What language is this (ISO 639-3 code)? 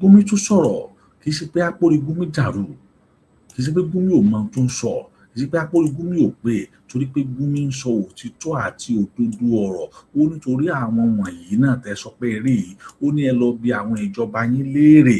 yor